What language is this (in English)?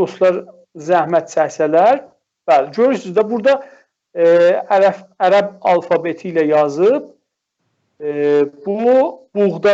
South Azerbaijani